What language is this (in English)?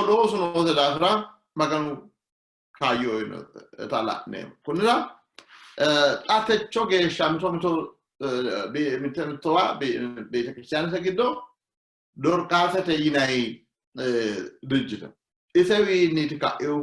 Sidamo